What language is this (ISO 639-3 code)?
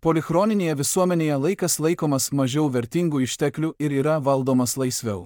lit